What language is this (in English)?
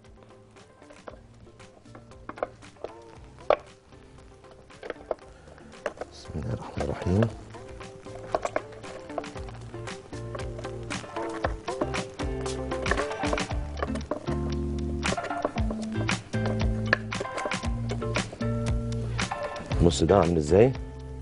Egyptian Arabic